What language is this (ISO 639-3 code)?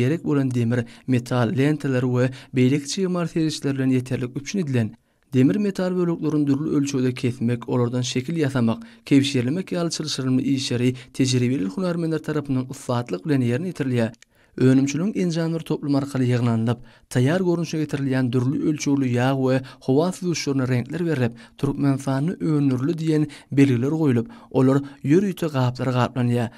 tuk